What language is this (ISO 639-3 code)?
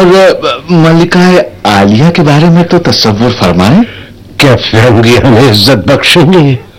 urd